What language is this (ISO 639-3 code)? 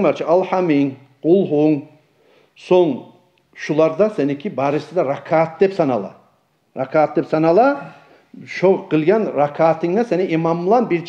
kum